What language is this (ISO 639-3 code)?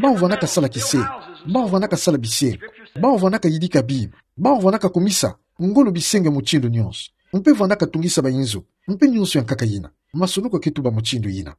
ktu